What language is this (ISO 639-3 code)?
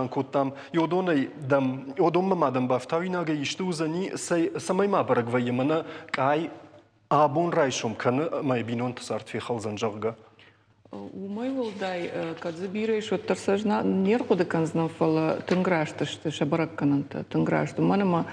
oss